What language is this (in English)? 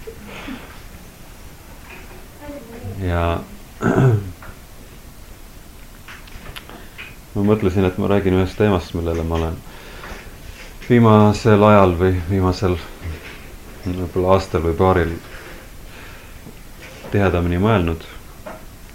Estonian